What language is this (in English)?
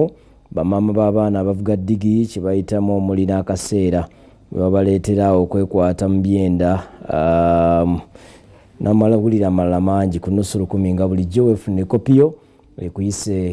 Ganda